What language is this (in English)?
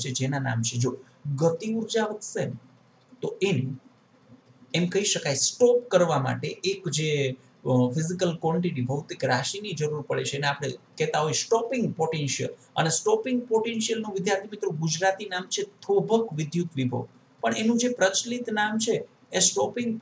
Gujarati